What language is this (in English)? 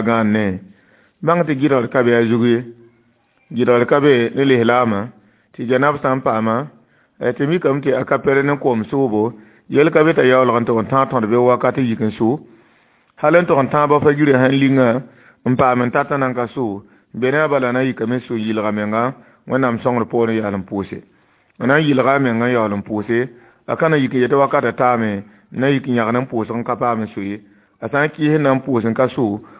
Mossi